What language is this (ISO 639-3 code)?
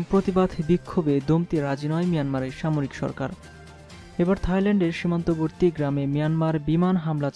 ben